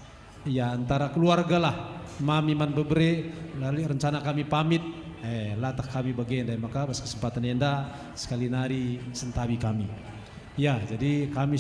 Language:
Batak Karo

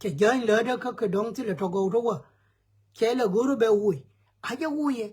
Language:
Nuer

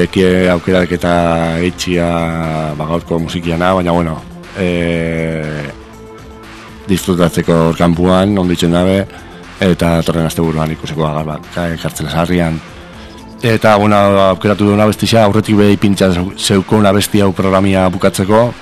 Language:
Basque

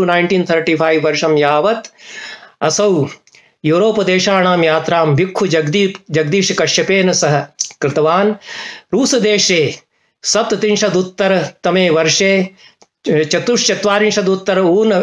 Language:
Sanskrit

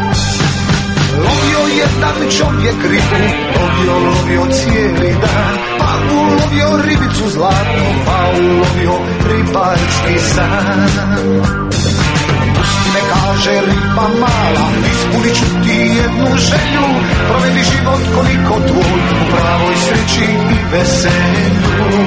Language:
Croatian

